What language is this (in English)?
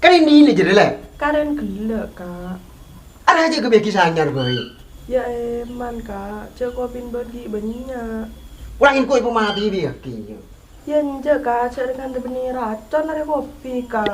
Madurese